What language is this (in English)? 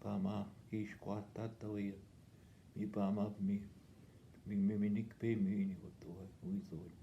Northwestern Ojibwa